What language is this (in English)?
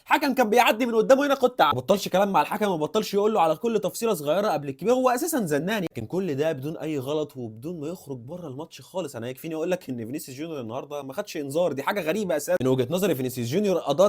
Egyptian Arabic